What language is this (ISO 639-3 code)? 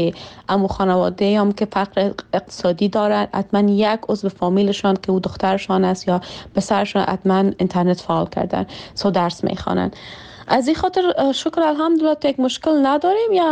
fas